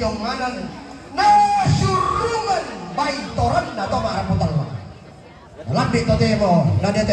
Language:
Toraja-Sa'dan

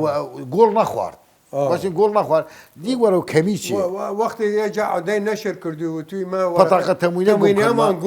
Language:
Southern Kurdish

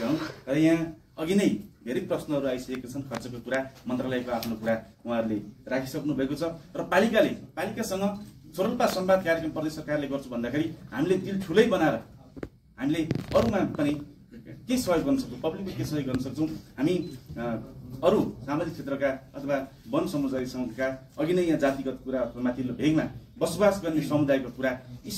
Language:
Nepali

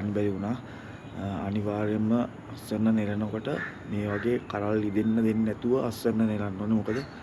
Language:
Sinhala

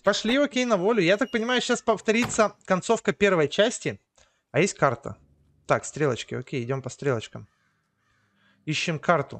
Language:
Russian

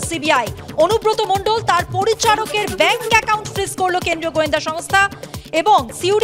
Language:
Bangla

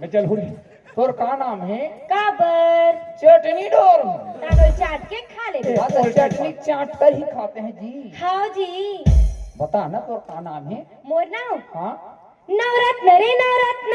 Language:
Chhattisgarhi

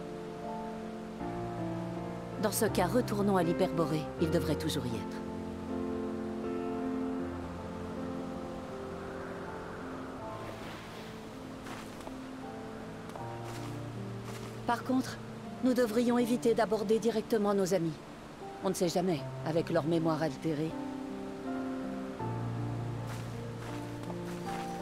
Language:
French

